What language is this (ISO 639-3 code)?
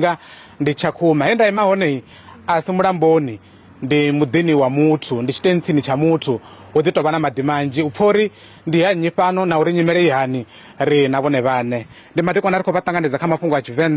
ven